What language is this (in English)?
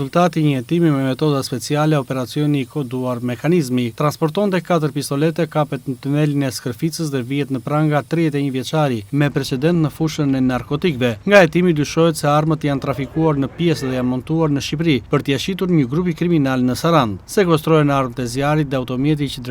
Albanian